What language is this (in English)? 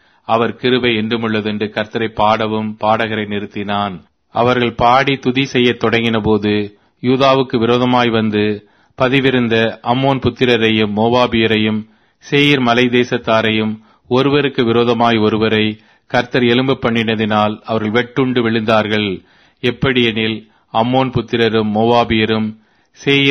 Tamil